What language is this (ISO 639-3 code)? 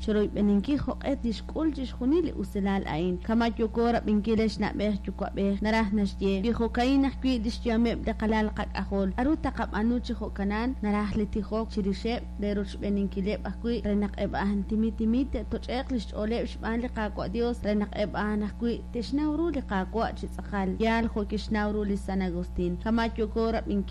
kek